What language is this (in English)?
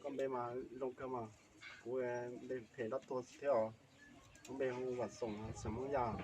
Hmong